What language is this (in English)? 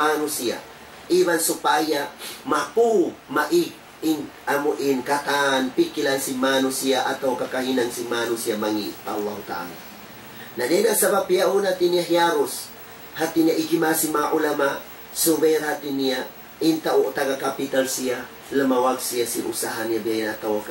Tausug